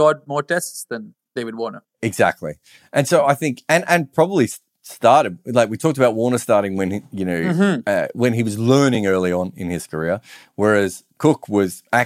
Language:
English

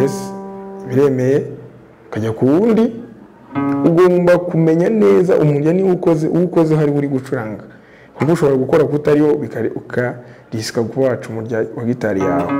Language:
Kinyarwanda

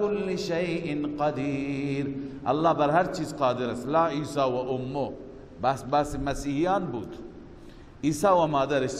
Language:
Persian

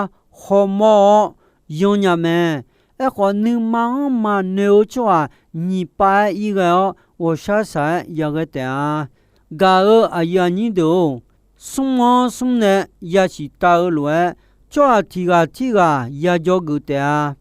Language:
Akha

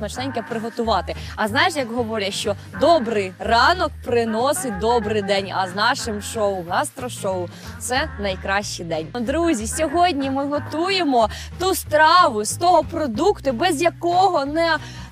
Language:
Ukrainian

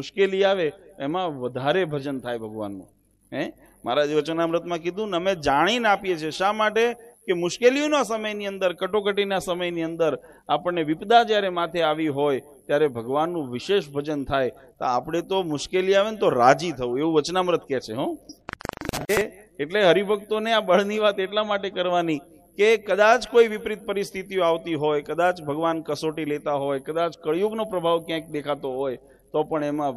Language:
Gujarati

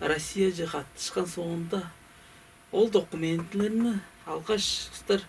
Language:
Tuvinian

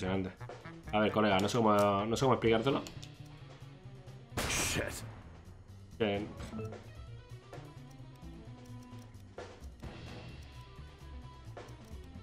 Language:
Spanish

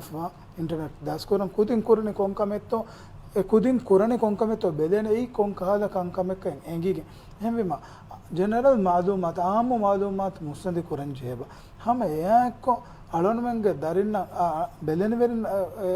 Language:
Divehi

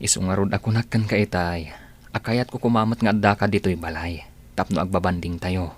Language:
Iloko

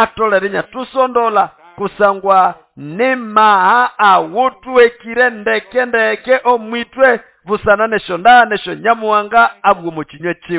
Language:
Nande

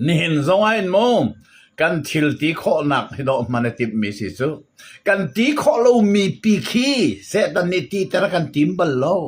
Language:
Hakha Chin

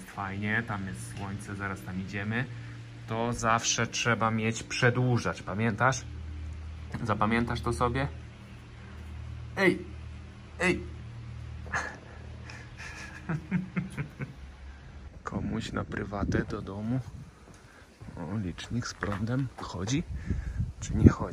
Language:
Polish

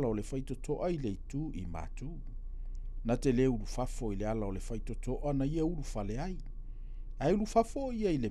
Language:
Samoan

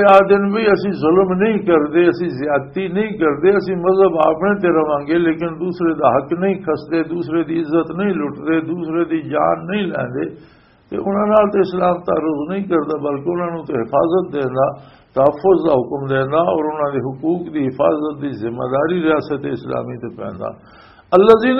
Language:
Western Panjabi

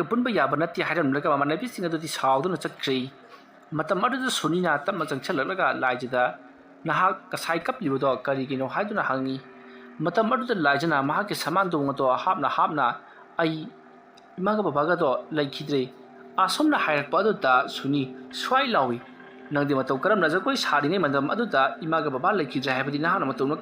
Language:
Manipuri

